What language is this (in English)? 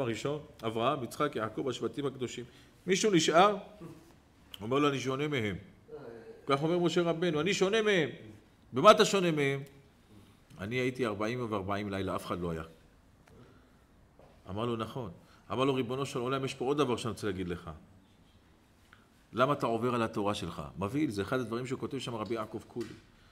Hebrew